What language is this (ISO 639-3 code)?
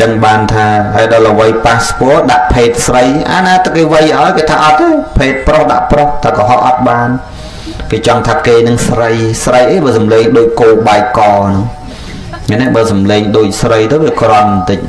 khm